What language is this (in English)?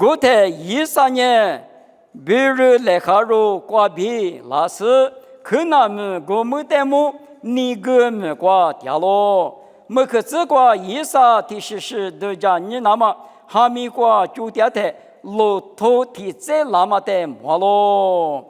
Lisu